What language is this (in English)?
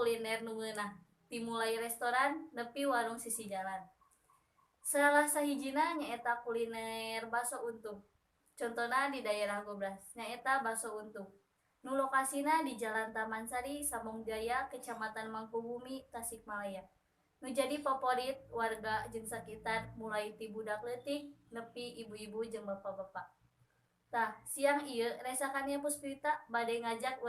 Sundanese